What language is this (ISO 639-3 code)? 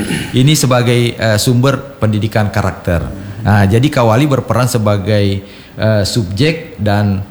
ind